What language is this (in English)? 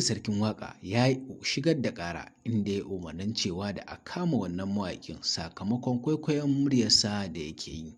Hausa